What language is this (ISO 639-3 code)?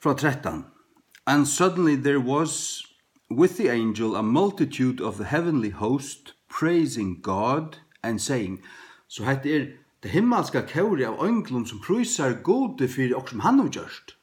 fao